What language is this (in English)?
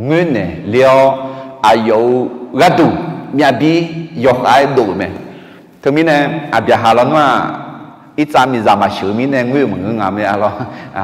Akha